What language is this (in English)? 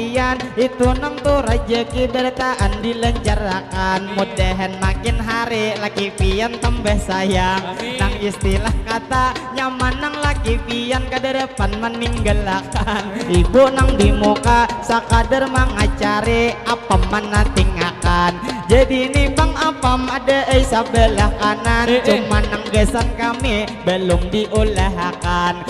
Banjar